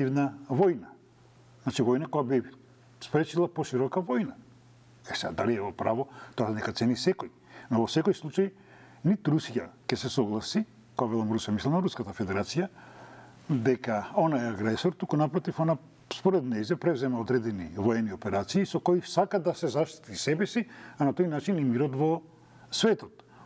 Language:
Macedonian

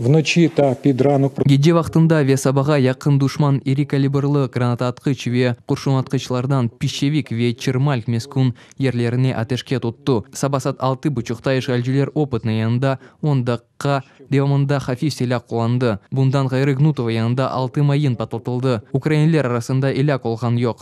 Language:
Crimean Tatar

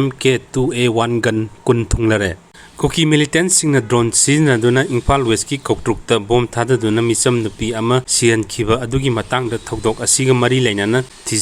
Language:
Manipuri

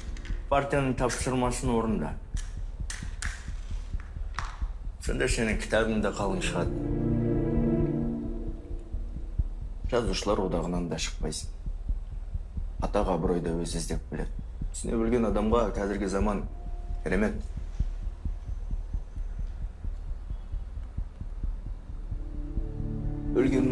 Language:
Kazakh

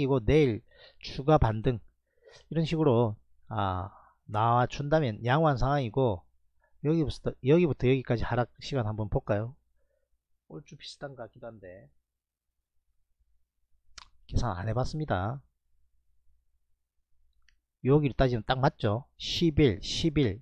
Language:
Korean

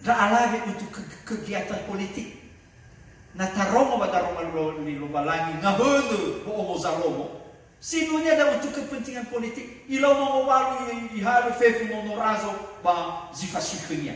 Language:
Nias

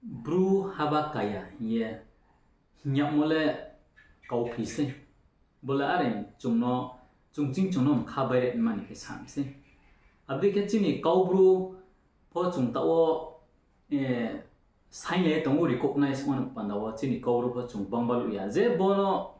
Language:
Riang (India)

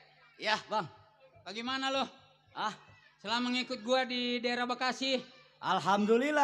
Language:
Betawi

